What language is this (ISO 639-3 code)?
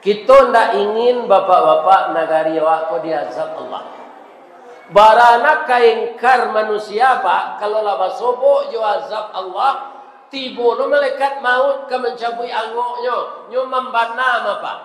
min